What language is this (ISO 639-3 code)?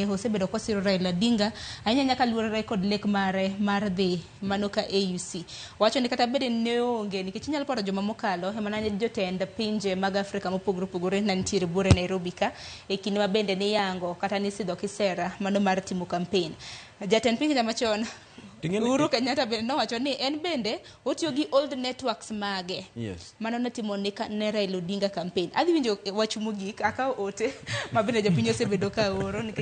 luo